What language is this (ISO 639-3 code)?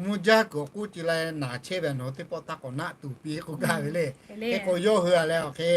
lhu